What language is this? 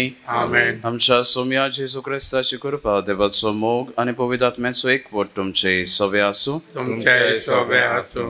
Konkani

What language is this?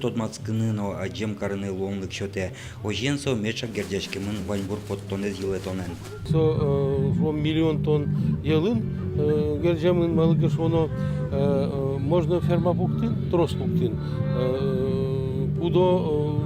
Udmurt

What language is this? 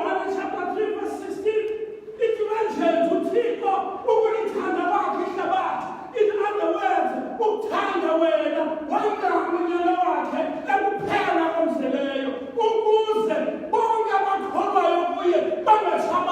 Xhosa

